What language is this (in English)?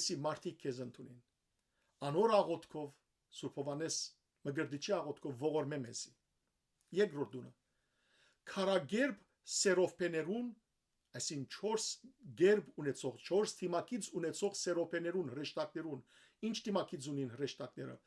Western Armenian